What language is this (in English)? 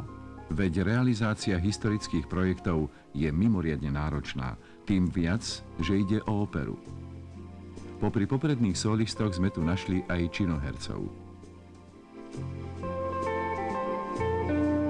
Slovak